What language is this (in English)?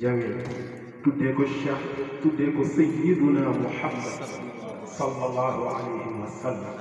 Wolof